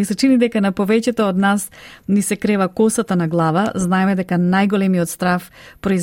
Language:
Macedonian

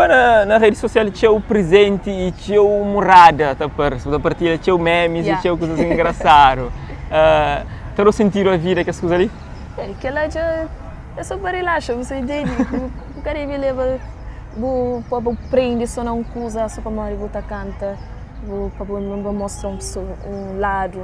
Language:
Kabuverdianu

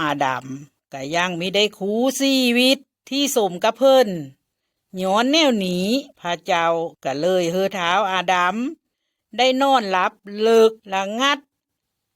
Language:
Lao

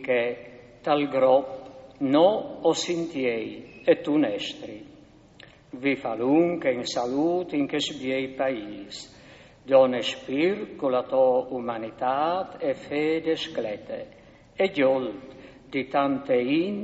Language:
Friulian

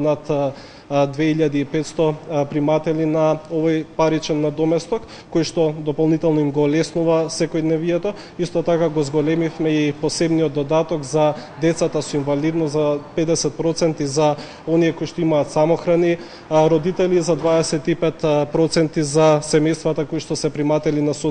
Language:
Macedonian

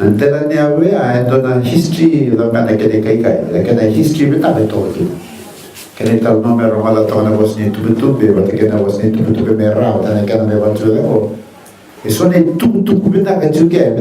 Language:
Fijian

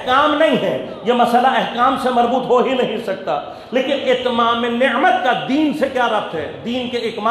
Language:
Urdu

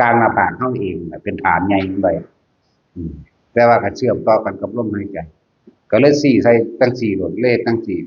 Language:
Northeastern Thai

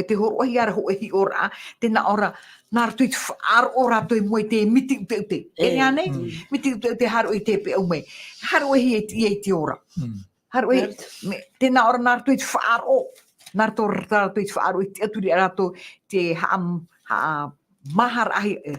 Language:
Tahitian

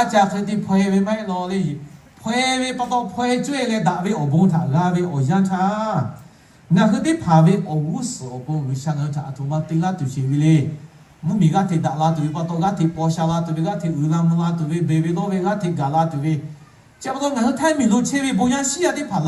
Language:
Lahu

